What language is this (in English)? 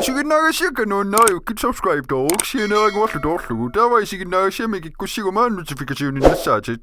Kalaallisut